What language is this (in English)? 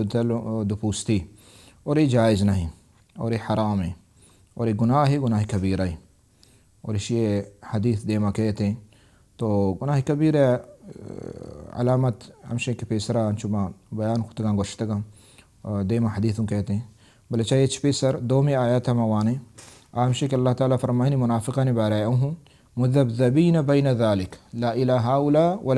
Baluchi